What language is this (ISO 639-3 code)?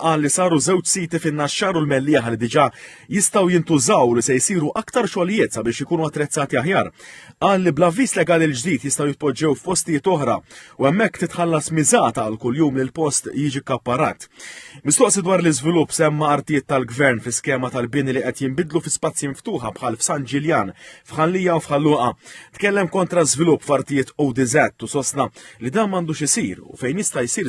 mlt